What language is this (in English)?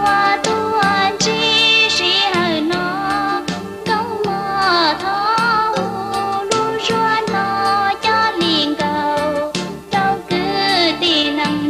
Hmong